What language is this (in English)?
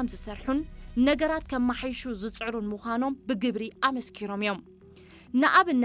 Tigrinya